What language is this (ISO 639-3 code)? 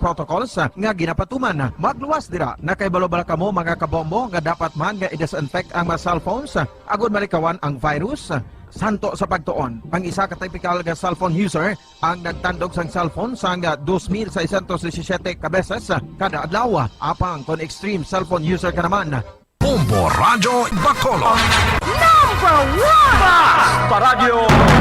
hil